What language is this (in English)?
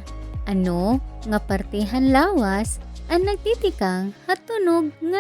Waray